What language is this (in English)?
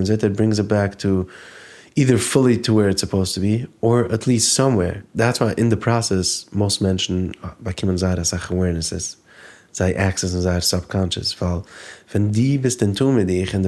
Yiddish